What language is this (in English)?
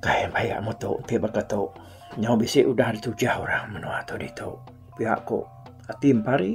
Iban